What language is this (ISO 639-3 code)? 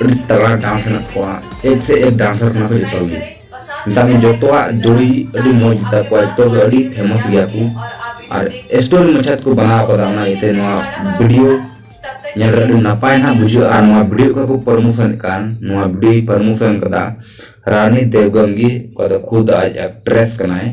sat